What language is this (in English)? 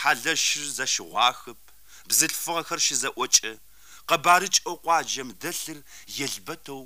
Kabardian